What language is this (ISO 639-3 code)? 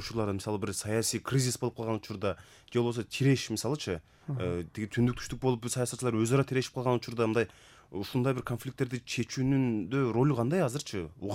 kir